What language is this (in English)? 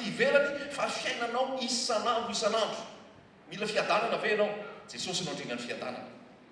Malagasy